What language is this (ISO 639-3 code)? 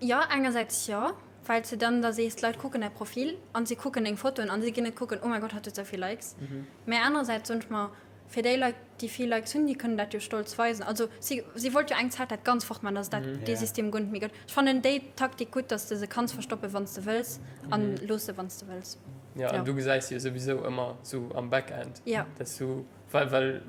ltz